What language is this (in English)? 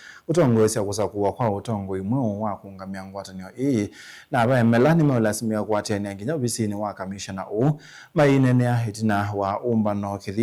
Kamba